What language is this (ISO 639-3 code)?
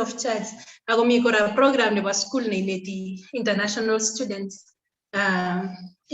kln